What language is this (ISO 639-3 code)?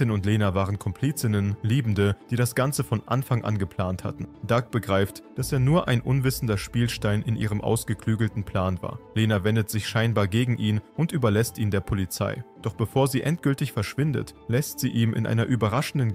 deu